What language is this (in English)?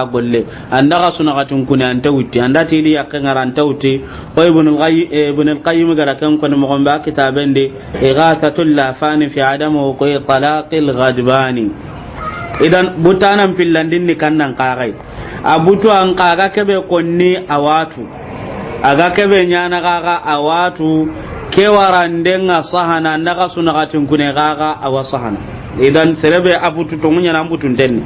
Soninke